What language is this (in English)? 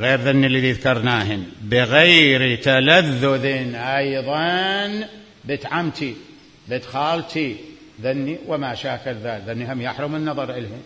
Mesopotamian Arabic